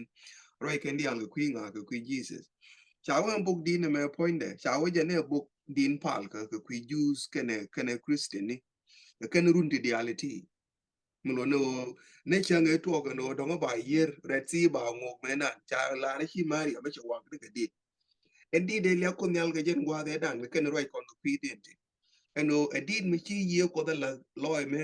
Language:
Nuer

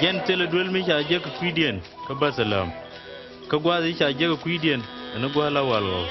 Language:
Nuer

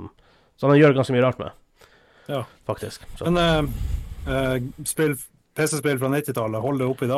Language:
Norwegian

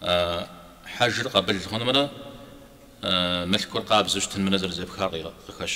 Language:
Kabardian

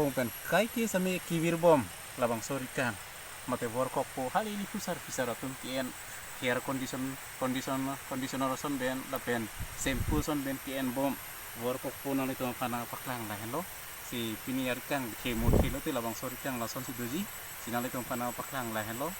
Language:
Karbi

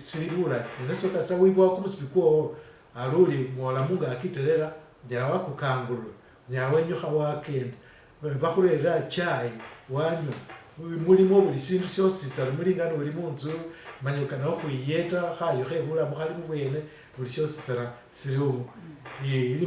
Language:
Masaaba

